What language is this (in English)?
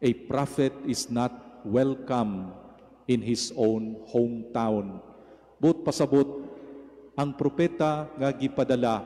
Cebuano